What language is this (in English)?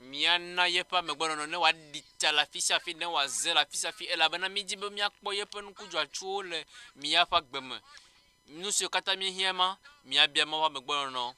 Ewe